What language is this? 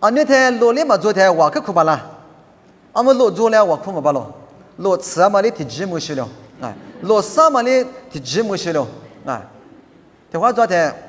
Lisu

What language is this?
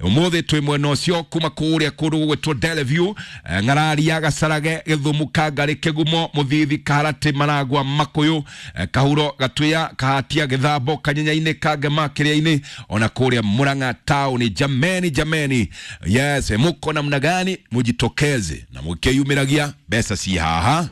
Kikuyu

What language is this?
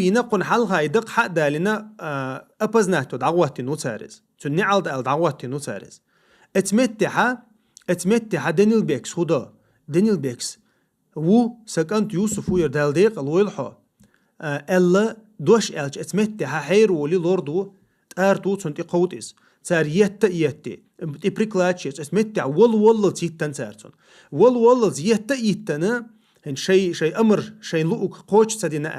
Chechen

